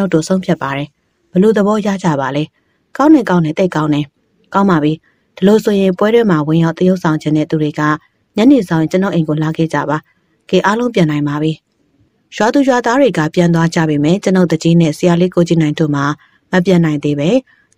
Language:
Burmese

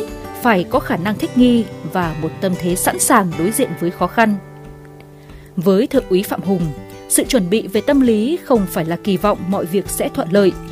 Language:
Vietnamese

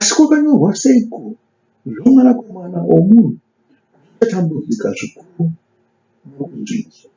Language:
Shona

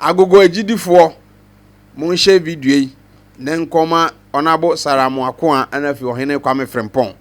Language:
Akan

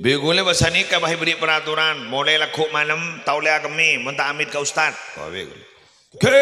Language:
Madurese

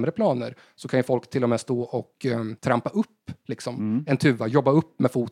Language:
Swedish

